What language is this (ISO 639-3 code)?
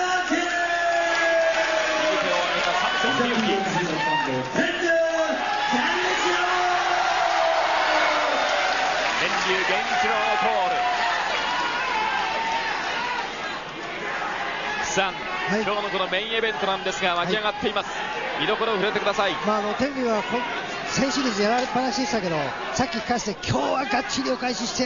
jpn